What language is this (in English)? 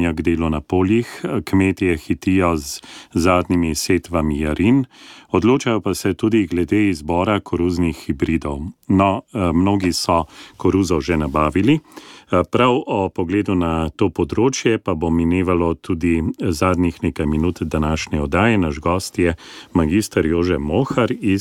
Slovenian